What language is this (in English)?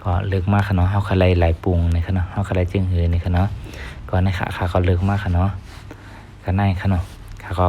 Shan